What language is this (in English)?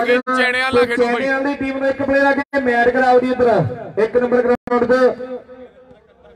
Punjabi